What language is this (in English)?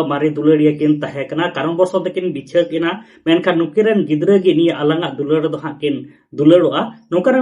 Santali